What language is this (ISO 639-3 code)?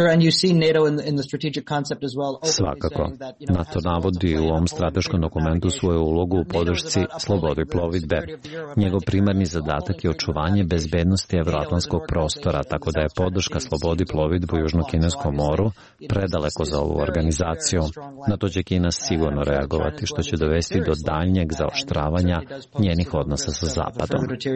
srp